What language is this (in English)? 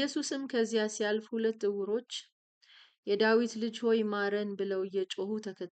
Amharic